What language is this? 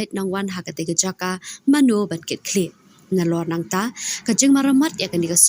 Khasi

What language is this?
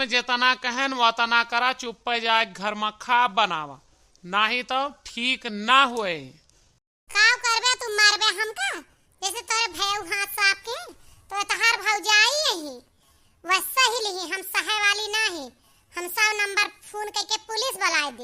Awadhi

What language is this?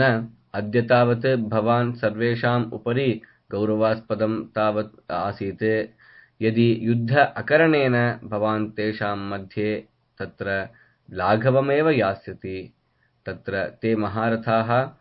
Sanskrit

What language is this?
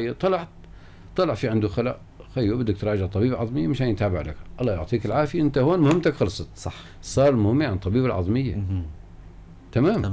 North Levantine Arabic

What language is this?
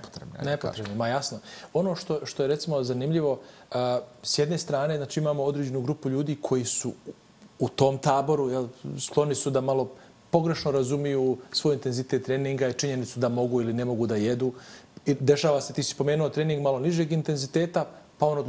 Bosnian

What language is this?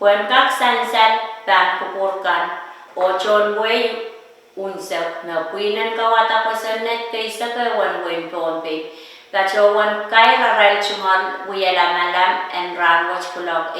Pohnpeian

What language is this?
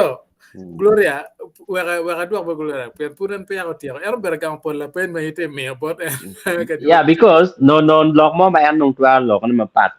Acoli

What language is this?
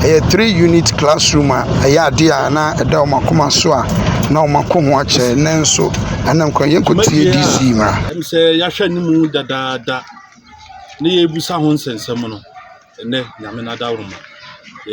Akan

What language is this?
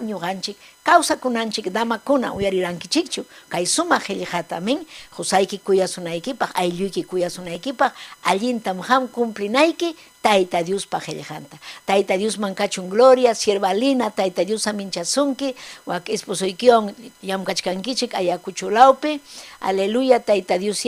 Ayacucho Quechua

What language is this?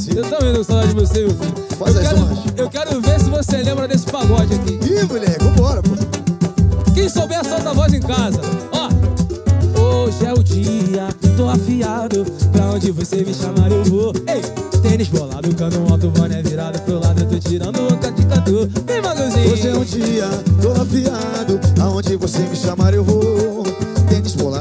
Portuguese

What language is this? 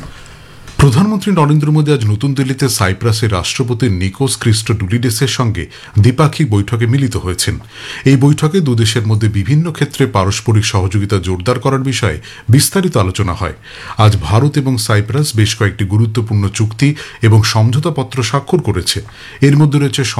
Bangla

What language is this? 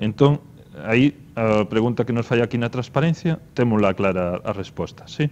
Galician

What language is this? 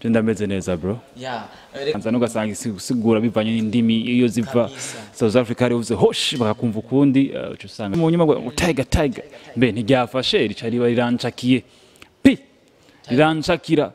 Rundi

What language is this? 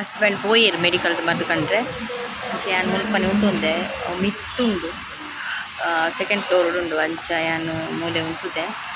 Tulu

